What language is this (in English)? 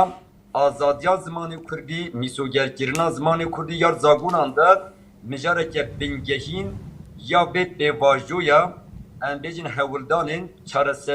Kurdish